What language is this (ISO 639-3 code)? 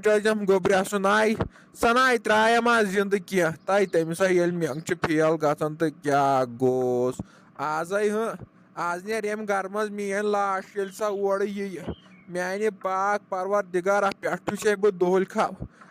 kas